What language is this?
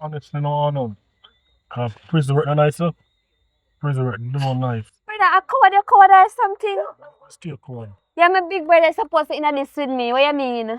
Jamaican Creole English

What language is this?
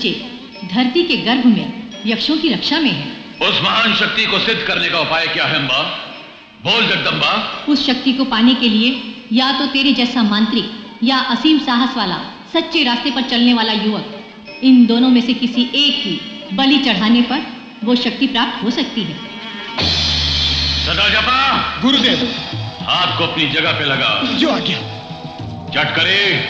Hindi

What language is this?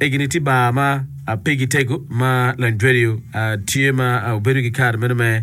Acoli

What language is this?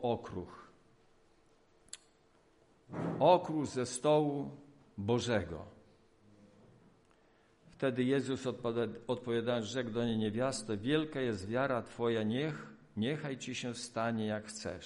Polish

